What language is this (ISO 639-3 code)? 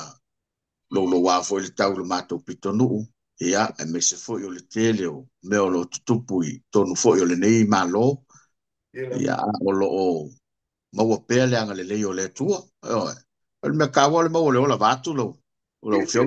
smo